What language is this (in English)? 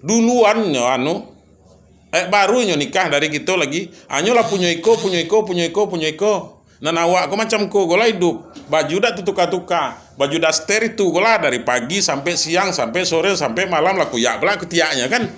Minangkabau